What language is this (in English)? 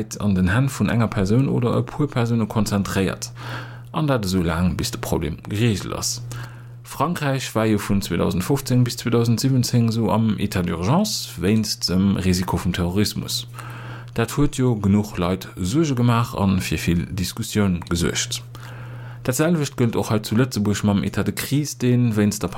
Luxembourgish